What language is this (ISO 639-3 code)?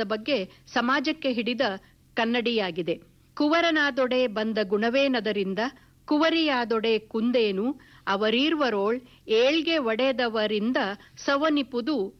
kan